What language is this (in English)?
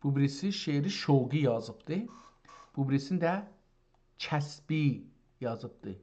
South Azerbaijani